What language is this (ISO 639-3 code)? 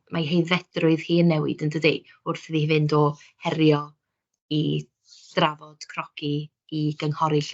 cym